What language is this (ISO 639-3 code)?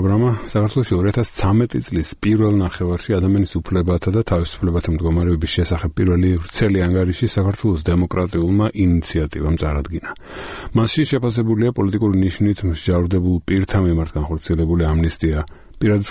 kat